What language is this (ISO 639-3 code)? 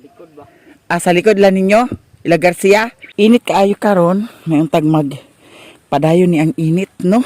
ceb